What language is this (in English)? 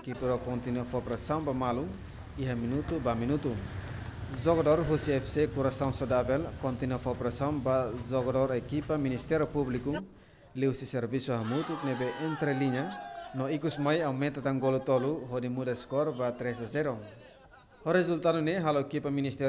Tetum